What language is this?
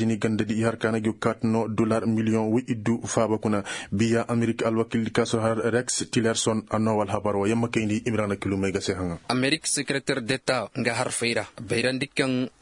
Koyraboro Senni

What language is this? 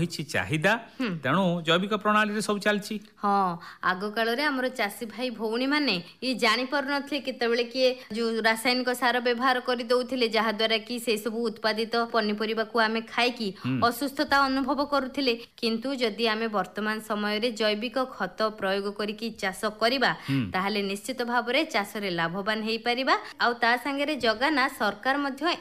Odia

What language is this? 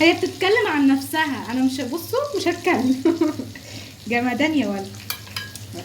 Egyptian Arabic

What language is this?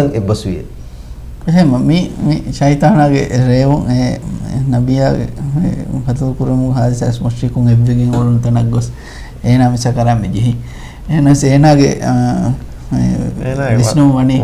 Divehi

